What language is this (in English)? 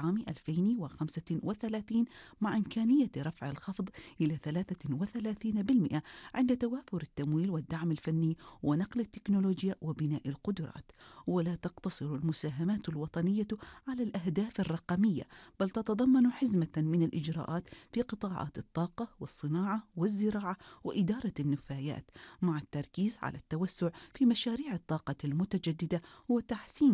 Arabic